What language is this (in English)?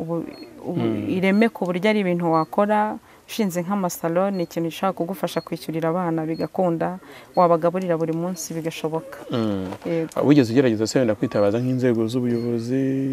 Kinyarwanda